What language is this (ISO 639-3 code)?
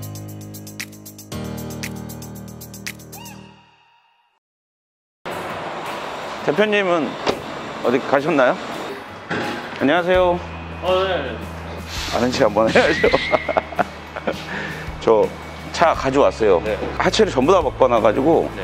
kor